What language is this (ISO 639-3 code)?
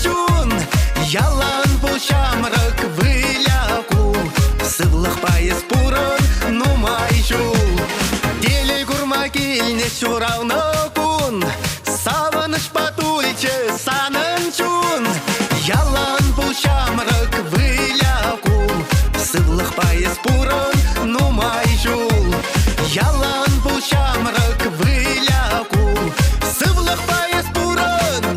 chv